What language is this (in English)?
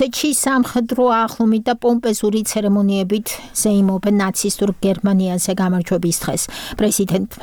Georgian